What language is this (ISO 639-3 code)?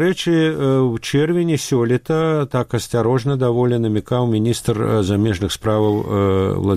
bel